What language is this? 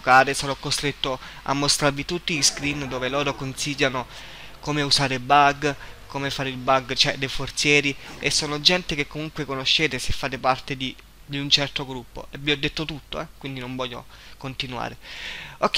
Italian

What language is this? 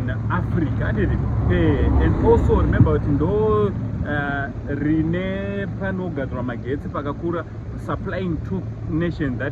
Shona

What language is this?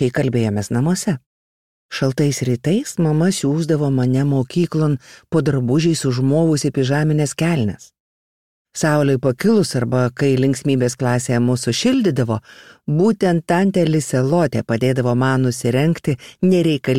Lithuanian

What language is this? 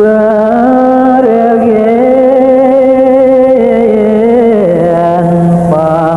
Balinese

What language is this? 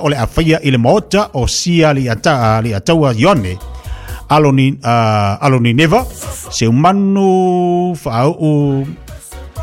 Samoan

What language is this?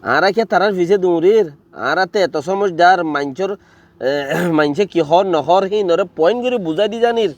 Rohingya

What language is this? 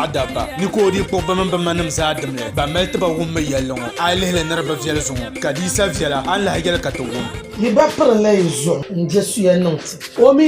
Dagbani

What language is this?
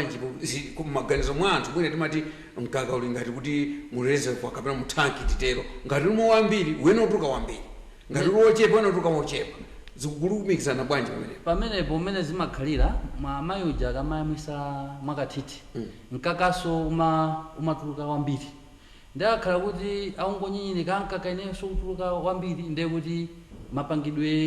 Nyanja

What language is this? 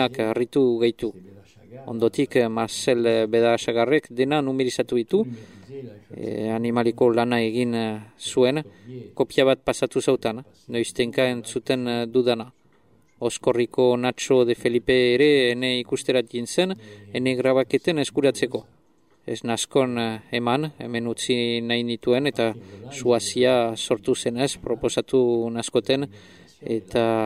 Basque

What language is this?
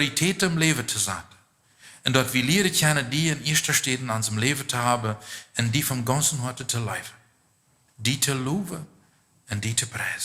Plautdietsch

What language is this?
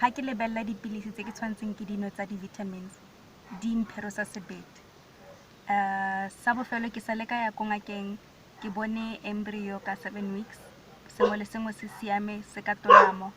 Tswana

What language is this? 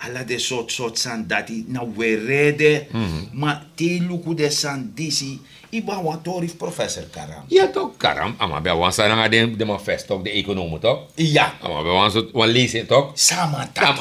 Sranan Tongo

